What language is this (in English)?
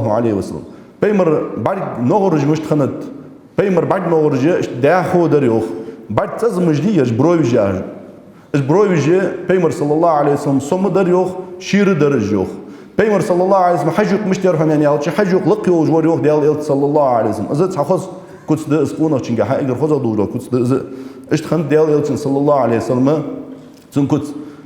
Ingush